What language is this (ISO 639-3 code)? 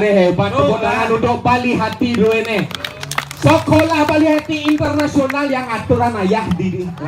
ban